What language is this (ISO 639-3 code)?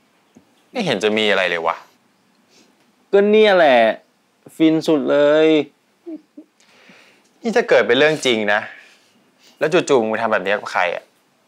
tha